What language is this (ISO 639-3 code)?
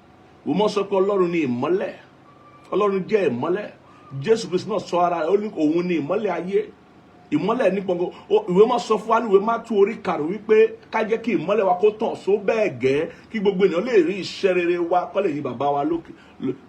yor